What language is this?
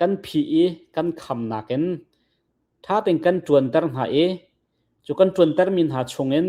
Hakha Chin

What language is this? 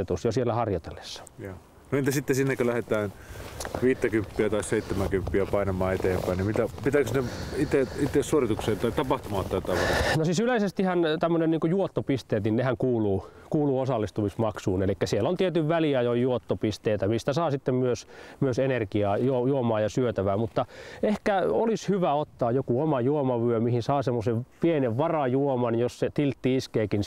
Finnish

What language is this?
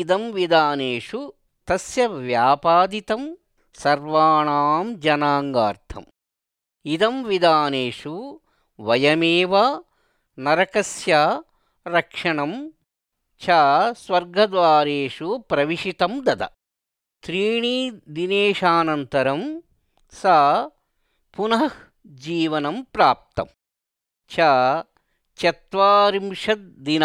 Sanskrit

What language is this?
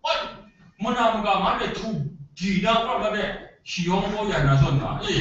Kachin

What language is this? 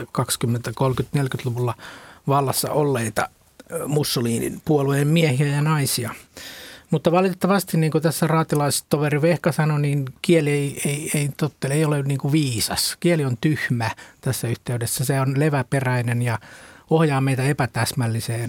Finnish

